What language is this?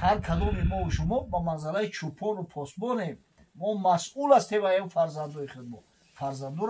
Tajik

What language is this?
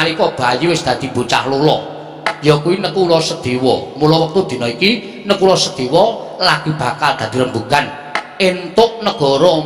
Javanese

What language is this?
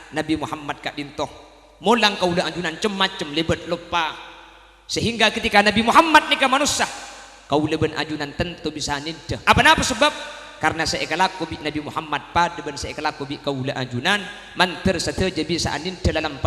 Madurese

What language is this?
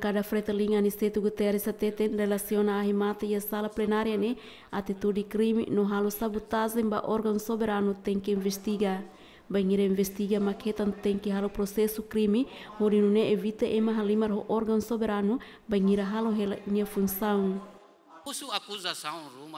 Tetum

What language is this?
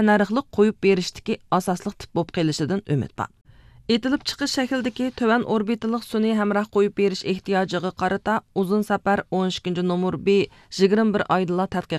Uyghur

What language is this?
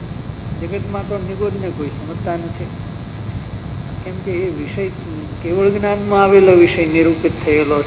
Gujarati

